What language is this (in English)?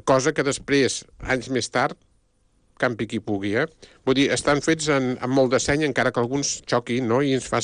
Catalan